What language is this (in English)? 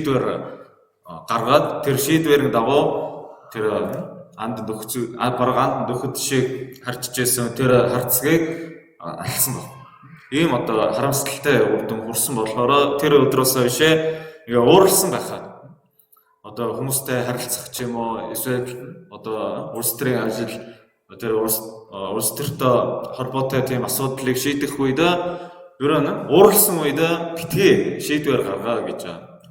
Mongolian